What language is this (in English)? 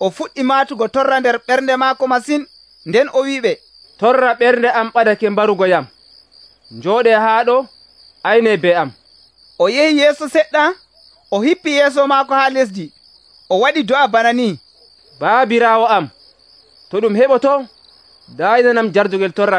Nigerian Fulfulde